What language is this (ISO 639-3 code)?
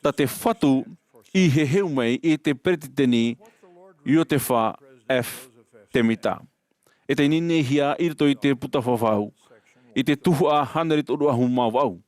tah